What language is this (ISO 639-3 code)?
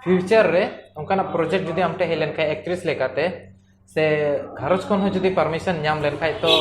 sat